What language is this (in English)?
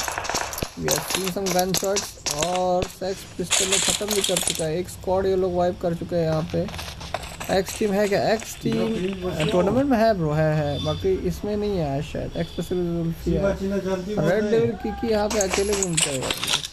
Hindi